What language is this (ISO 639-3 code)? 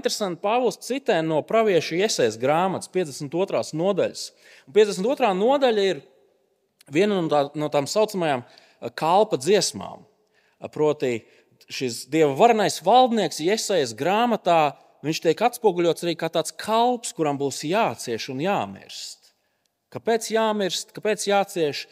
lav